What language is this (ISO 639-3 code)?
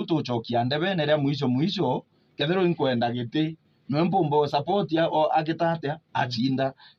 mer